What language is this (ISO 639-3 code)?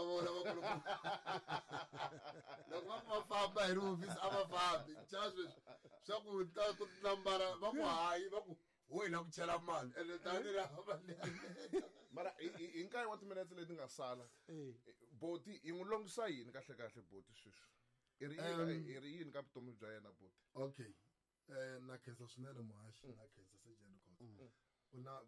tso